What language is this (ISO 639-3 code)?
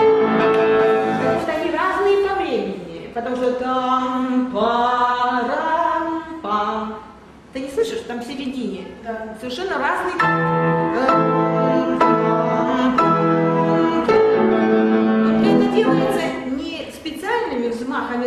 rus